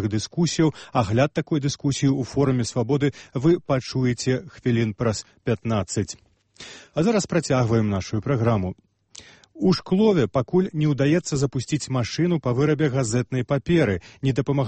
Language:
Belarusian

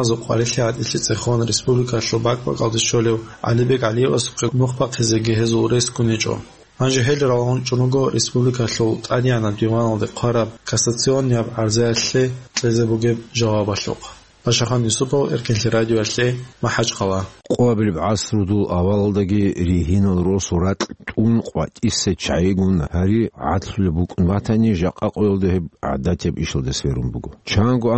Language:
Avaric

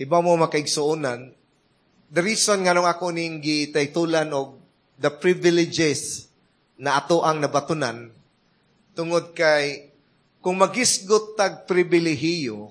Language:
Cebuano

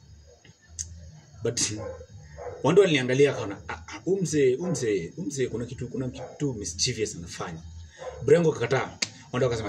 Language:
Swahili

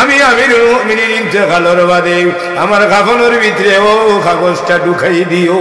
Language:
Sylheti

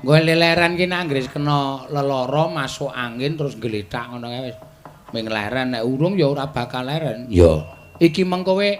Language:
Javanese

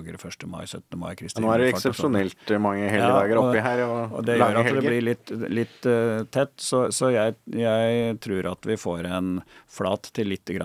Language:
Norwegian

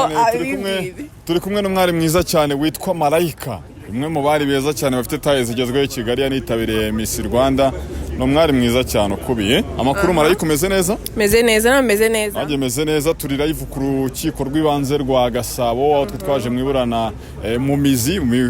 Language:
Kinyarwanda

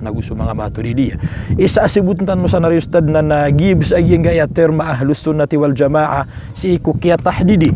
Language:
Maranao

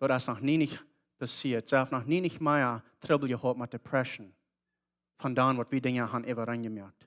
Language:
Plautdietsch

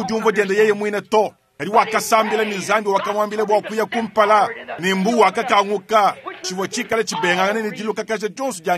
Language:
Luba-Lulua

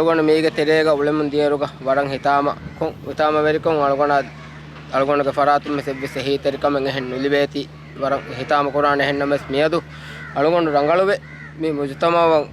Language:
Divehi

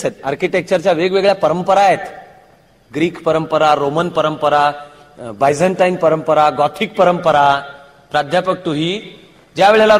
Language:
Marathi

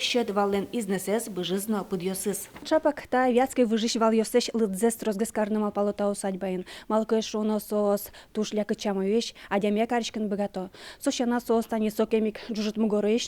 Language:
Udmurt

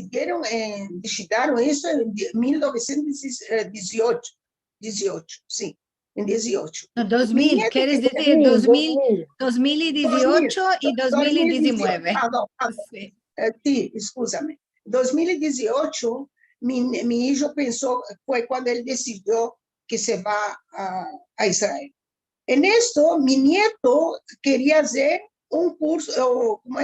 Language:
Ladino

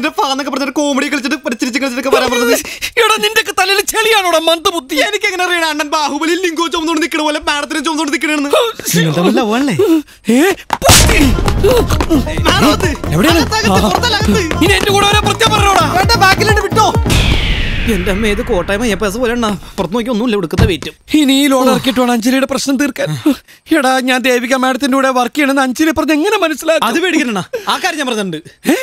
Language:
Malayalam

